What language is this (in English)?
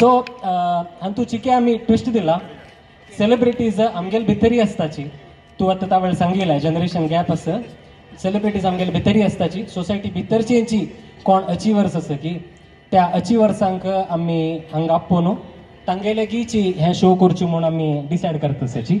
Konkani